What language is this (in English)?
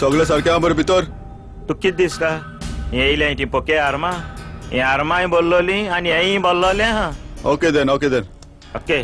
Konkani